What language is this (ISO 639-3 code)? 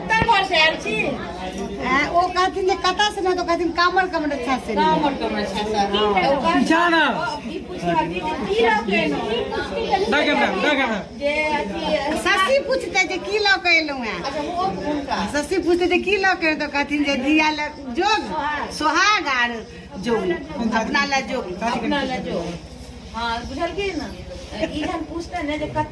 mai